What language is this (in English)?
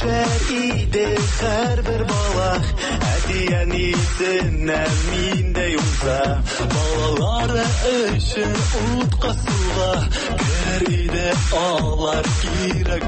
Tatar